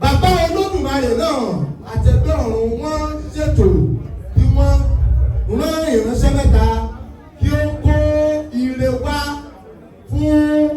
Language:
Yoruba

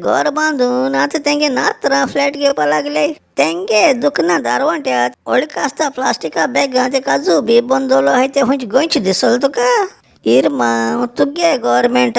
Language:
Konkani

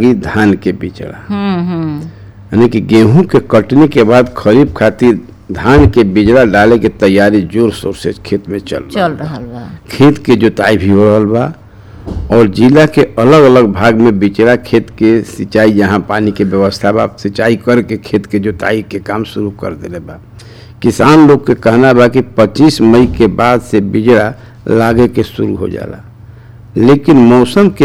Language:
Bhojpuri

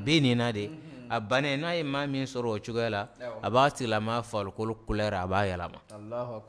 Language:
Bambara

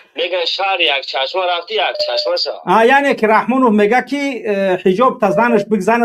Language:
Tajik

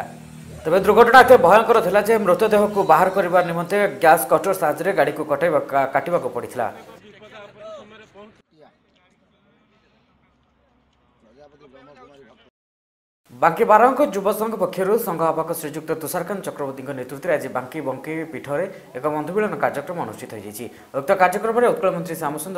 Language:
Odia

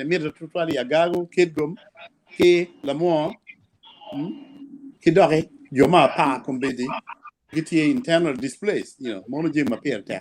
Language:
Acoli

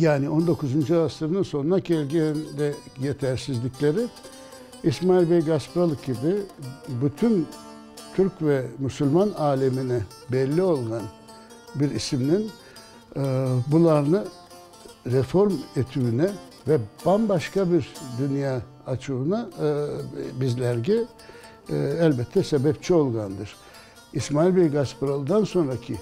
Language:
Crimean Tatar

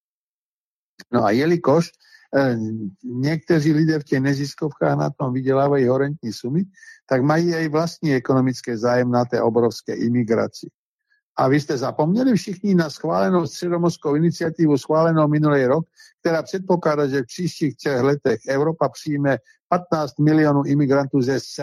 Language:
Czech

